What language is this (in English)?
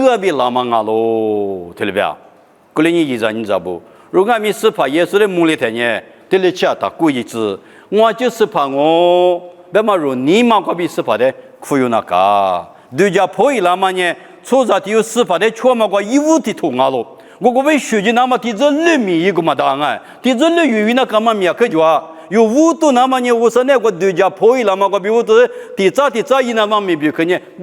Lisu